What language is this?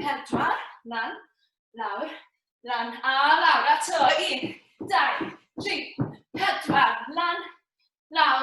Welsh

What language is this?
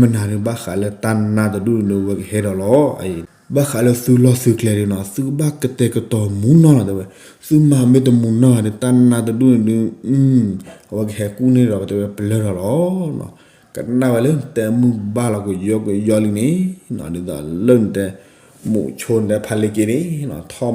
S'gaw Karen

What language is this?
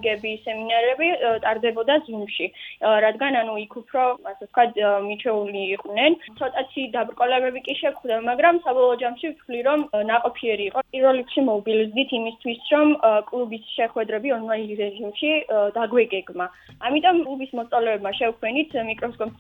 Georgian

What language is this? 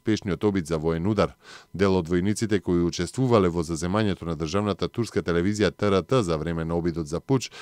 Macedonian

